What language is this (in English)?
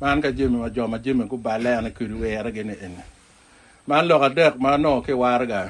Acoli